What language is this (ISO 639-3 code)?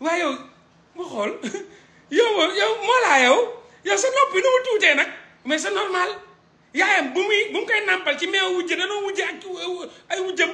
wol